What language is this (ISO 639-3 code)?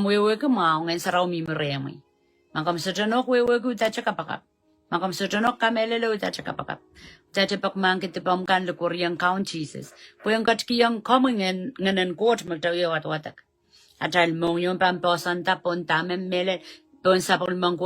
pon